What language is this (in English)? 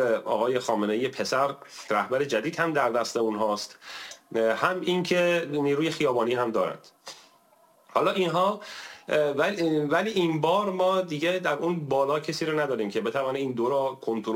Persian